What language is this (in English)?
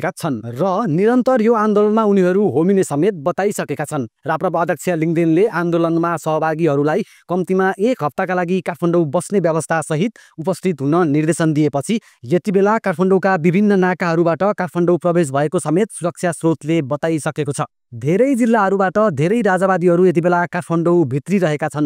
Nepali